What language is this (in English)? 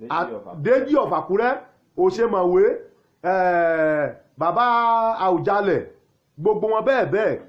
Yoruba